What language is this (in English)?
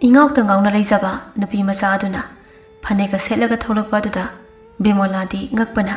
Manipuri